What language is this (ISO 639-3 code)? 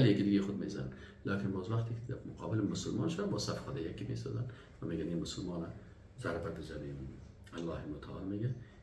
fas